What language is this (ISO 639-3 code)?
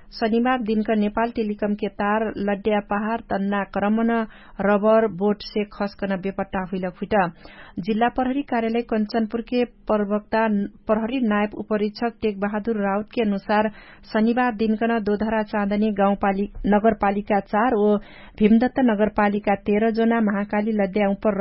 thl